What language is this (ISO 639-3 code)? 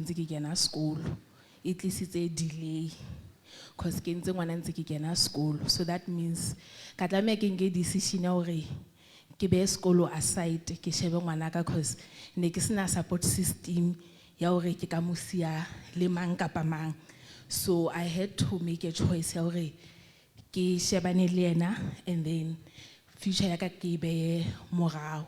sot